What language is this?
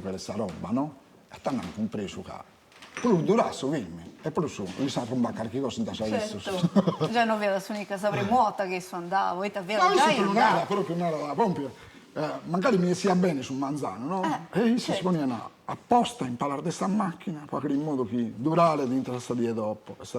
Sardinian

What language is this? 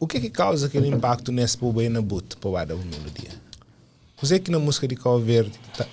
Kabuverdianu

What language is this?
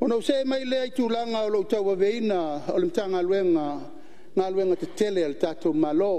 Samoan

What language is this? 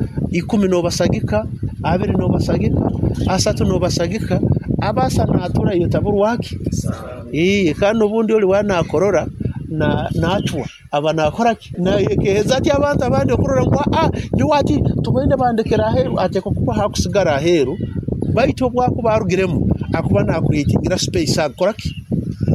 Nyoro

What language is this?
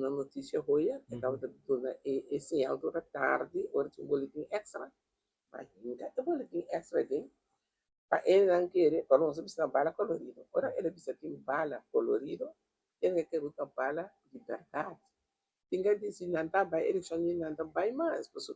Papiamento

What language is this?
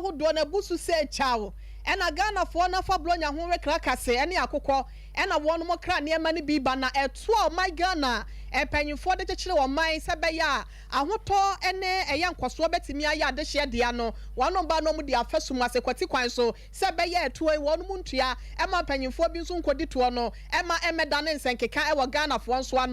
Akan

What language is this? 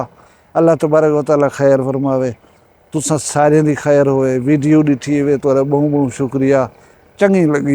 Saraiki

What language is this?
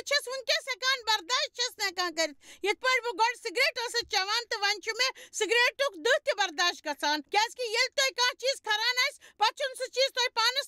Kashmiri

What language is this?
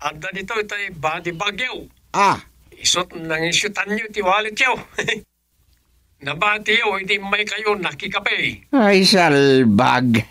Iloko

